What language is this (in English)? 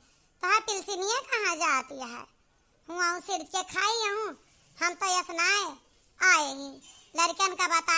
Awadhi